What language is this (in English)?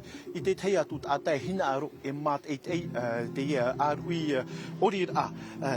Tahitian